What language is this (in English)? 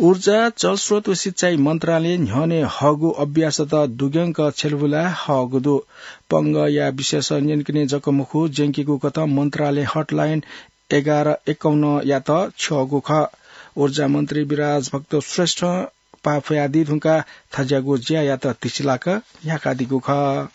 Newari